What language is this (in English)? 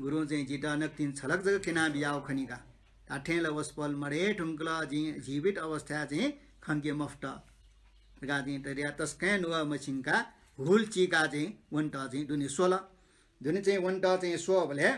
Newari